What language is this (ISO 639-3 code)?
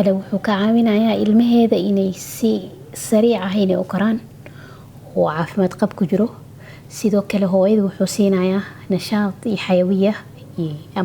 som